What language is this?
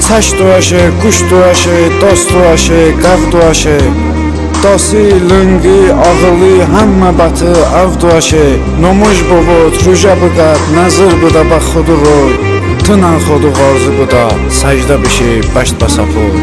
Talysh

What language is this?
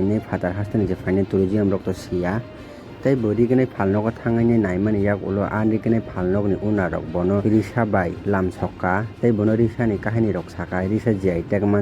Kok Borok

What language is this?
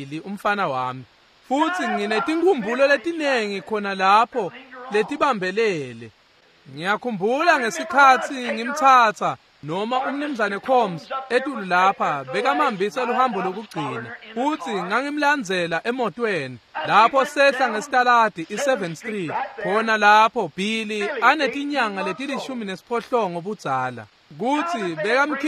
Swati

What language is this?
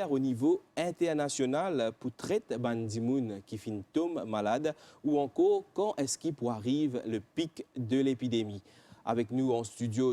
Morisyen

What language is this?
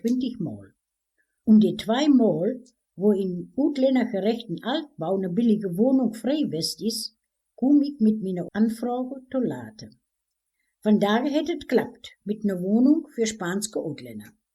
Westphalien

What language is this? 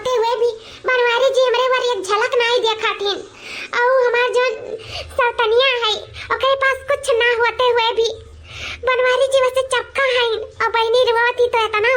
Awadhi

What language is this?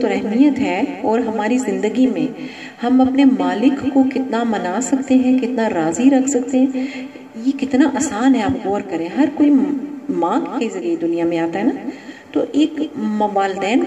Urdu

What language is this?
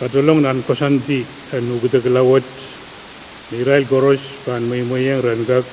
Pohnpeian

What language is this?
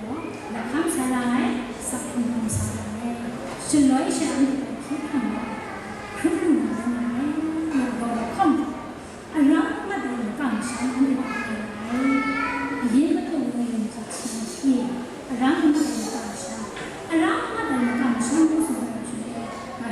Kachin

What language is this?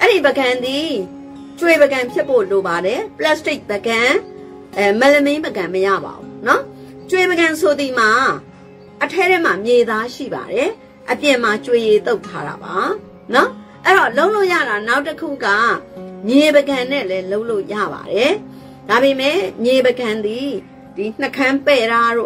Burmese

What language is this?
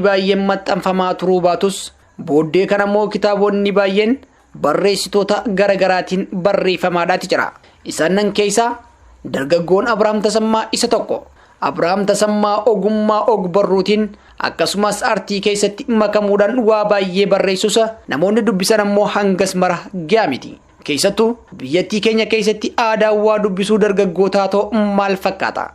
Oromo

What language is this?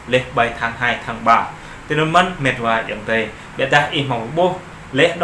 Jarai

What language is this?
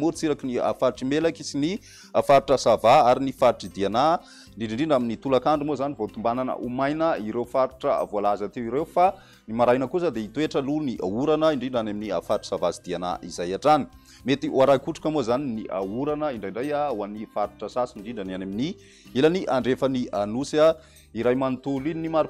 Malagasy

